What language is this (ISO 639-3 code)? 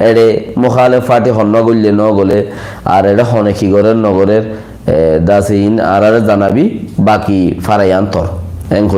rhg